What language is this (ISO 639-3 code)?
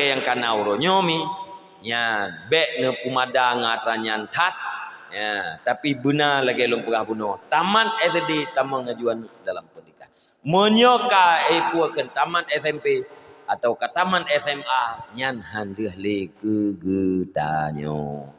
ace